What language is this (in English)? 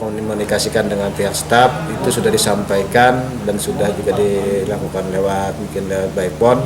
Banjar